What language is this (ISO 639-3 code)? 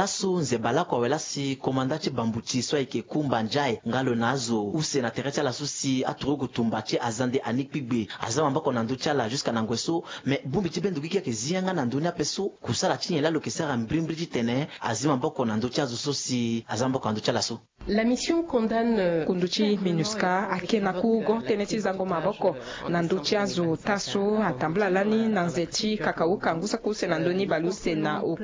sag